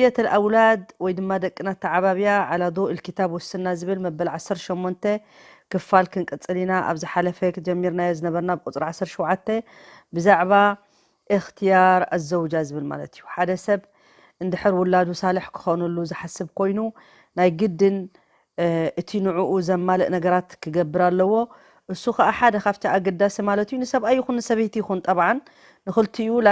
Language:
Tigrinya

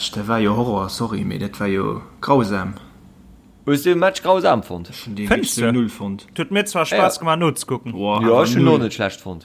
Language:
Luxembourgish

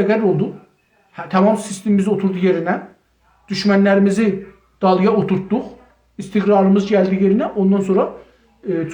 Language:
South Azerbaijani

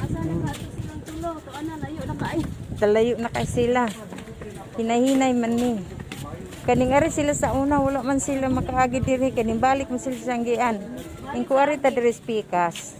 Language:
Cebuano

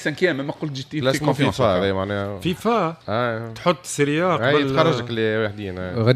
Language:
Tunisian Arabic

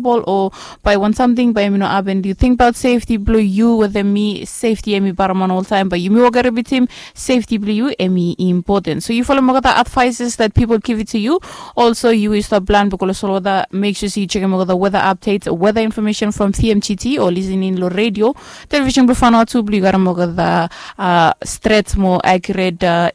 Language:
Bislama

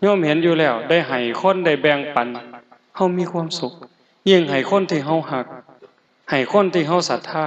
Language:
Northeastern Thai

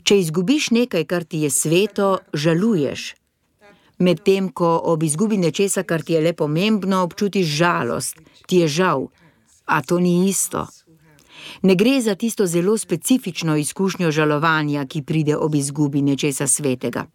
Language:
Slovenian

